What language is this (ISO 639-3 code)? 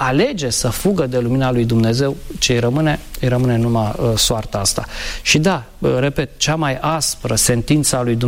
ron